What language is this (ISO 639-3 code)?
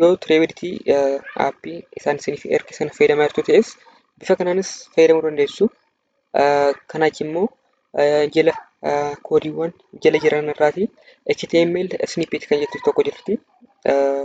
orm